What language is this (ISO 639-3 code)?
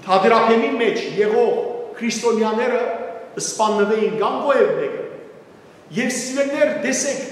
hyw